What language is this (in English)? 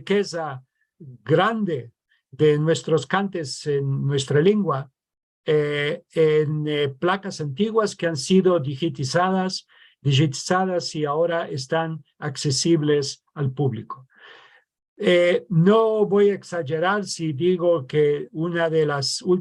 Ladino